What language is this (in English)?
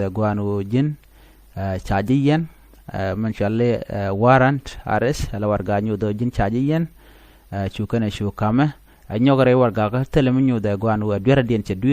Nuer